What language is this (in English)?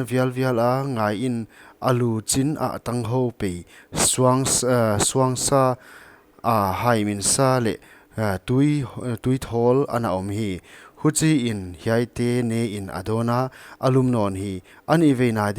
Paite Chin